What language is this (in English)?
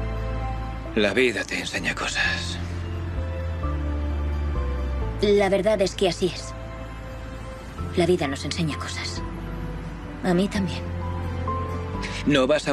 Spanish